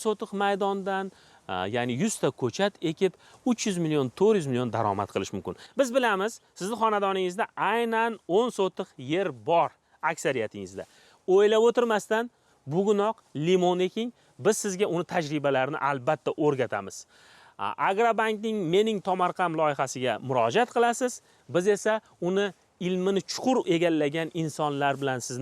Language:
Uzbek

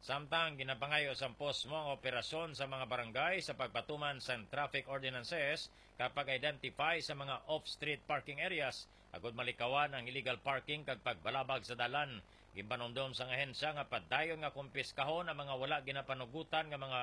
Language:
Hiligaynon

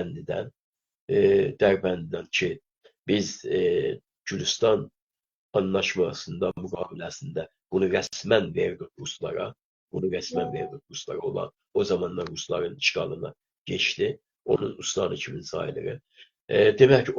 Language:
South Azerbaijani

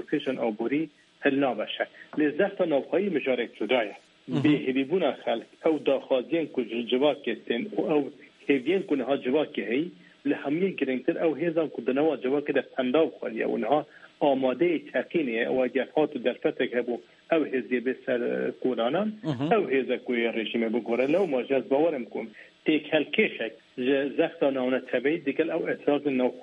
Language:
Kurdish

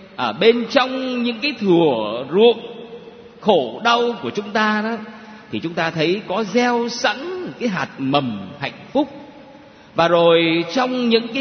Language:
Vietnamese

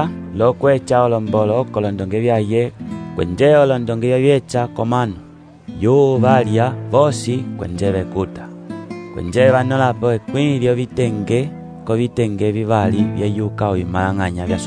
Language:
Umbundu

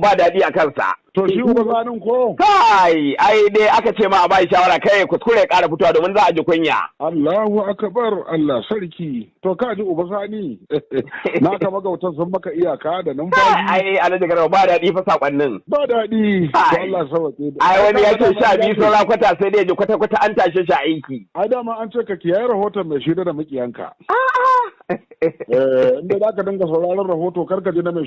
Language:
Hausa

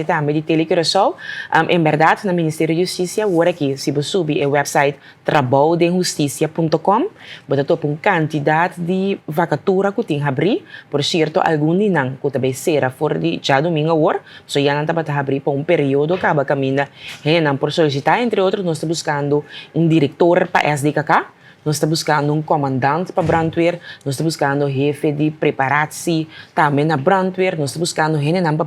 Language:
Papiamento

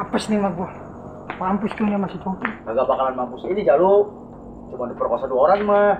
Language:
Betawi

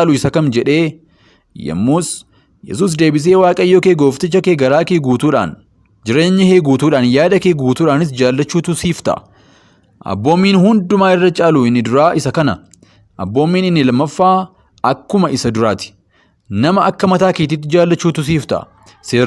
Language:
Oromo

